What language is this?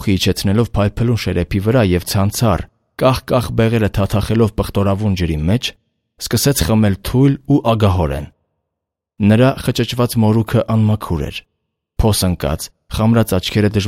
Armenian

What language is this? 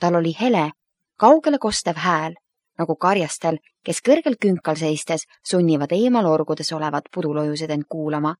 Estonian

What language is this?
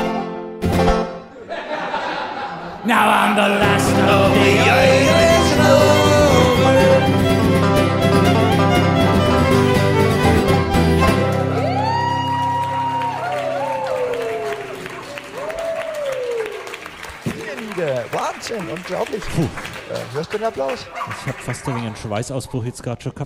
German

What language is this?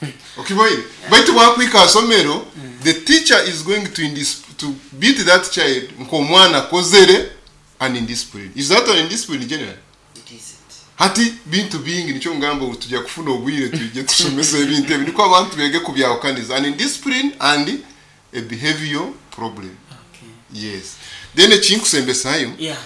Nyoro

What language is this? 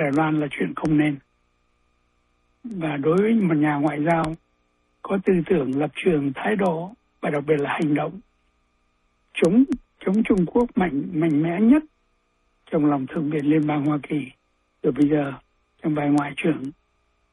Vietnamese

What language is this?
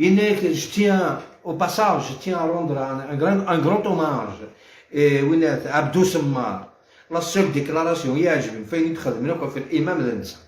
Algerian Arabic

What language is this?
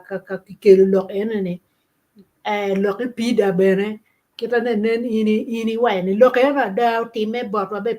Acoli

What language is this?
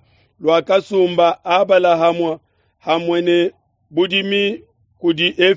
Luba-Lulua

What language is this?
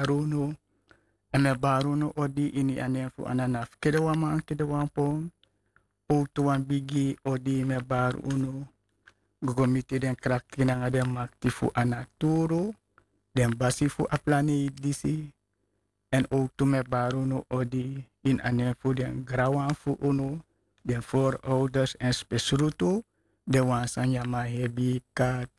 Sranan Tongo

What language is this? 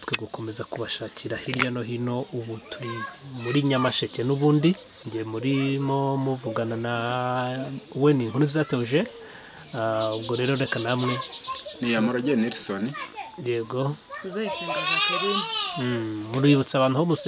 Kinyarwanda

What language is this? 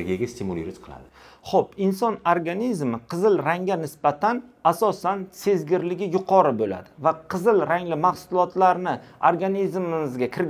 Uzbek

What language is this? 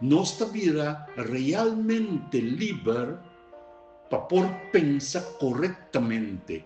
Papiamento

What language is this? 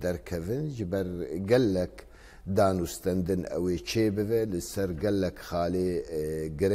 Kurdish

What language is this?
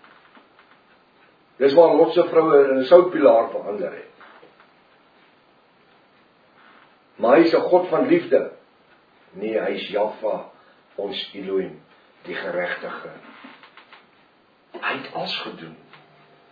Afrikaans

